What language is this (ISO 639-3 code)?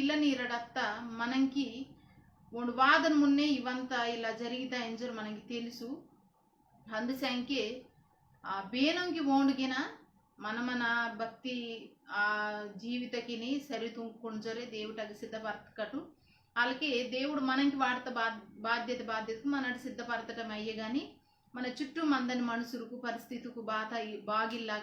kff